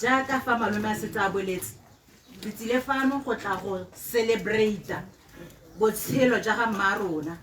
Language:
Tswana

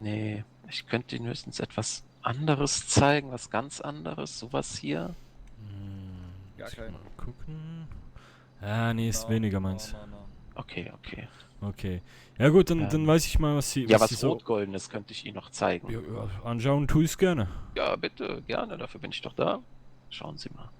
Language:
Swiss German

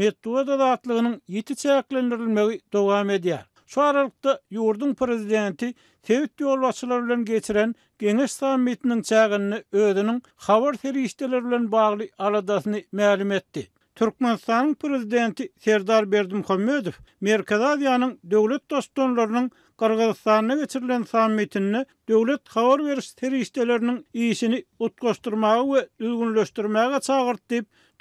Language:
Turkmen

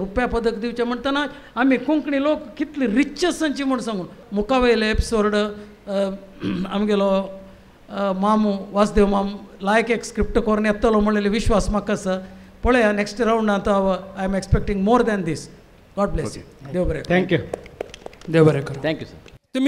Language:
Konkani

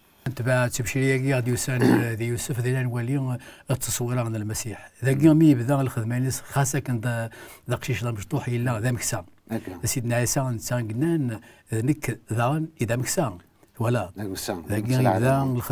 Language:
Kabyle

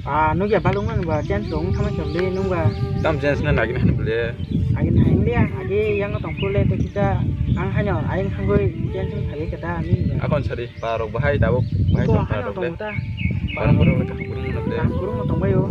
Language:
Kok Borok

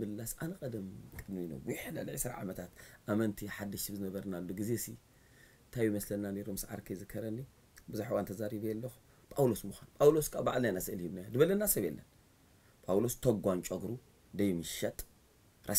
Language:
Tigrinya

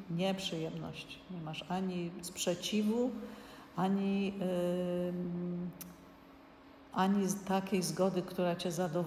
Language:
Polish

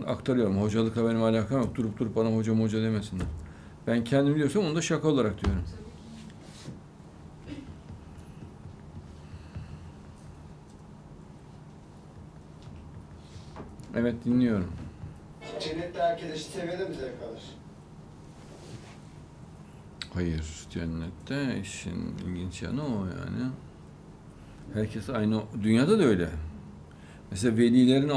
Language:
Turkish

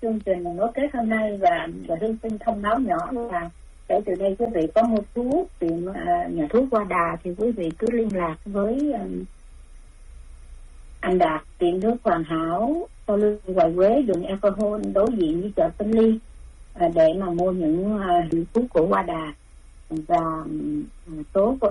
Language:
Vietnamese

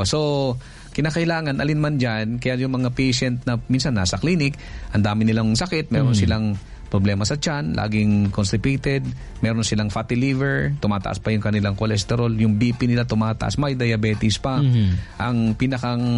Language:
Filipino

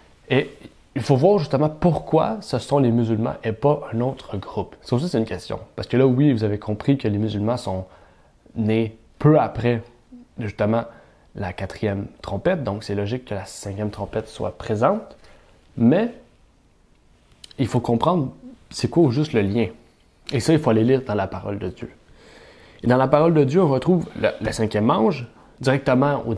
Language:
French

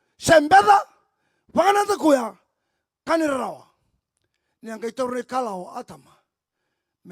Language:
Fijian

